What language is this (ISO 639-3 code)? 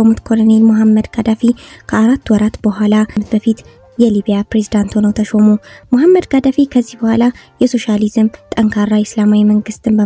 amh